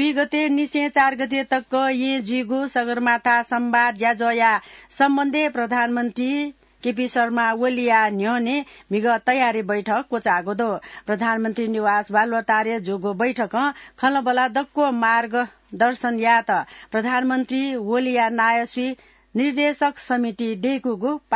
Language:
Newari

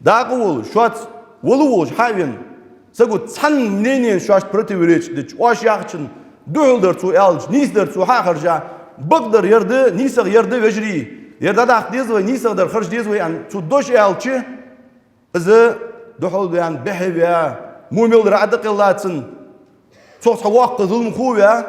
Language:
Ingush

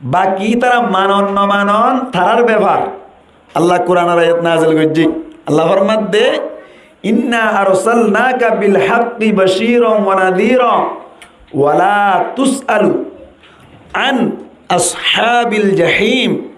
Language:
Rohingya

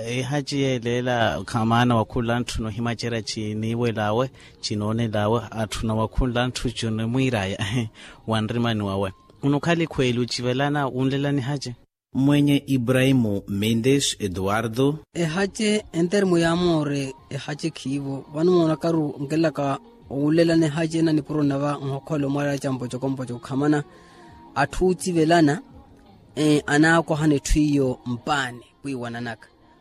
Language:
Makhuwa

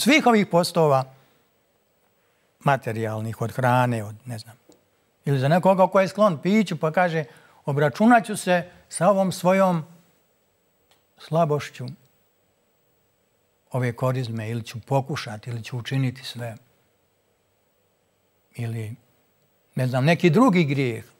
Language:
Croatian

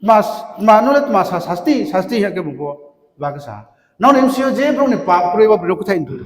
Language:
Riang (India)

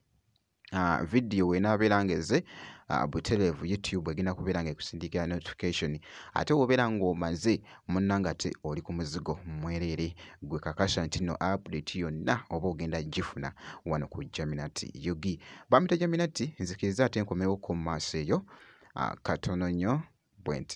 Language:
Ganda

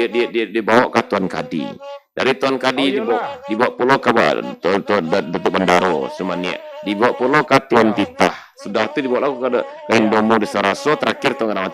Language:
Minangkabau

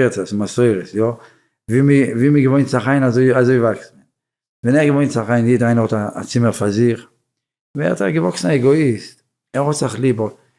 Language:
Yiddish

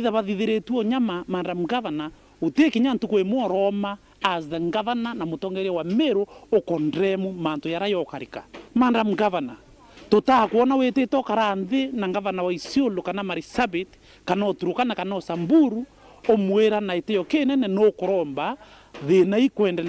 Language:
Meru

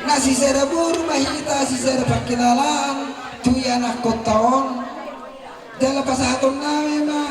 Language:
Batak Toba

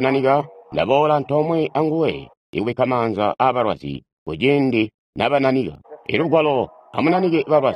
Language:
Tonga (Zambia)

